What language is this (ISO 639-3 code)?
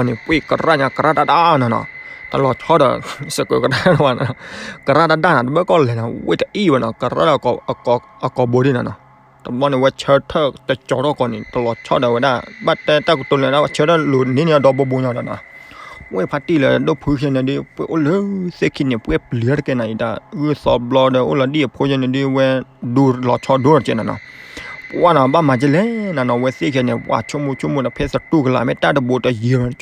ksw